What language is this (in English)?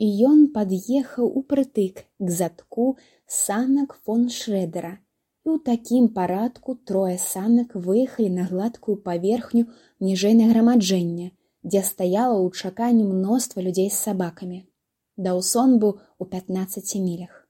Belarusian